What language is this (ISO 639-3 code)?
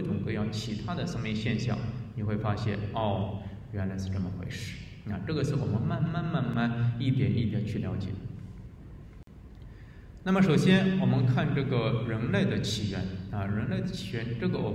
zho